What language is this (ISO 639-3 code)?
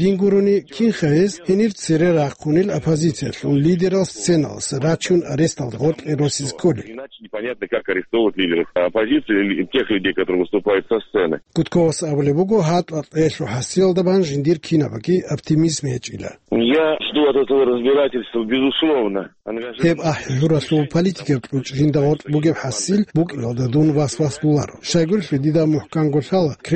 ava